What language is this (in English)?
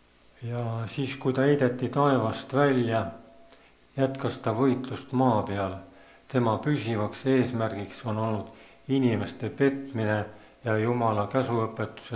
Estonian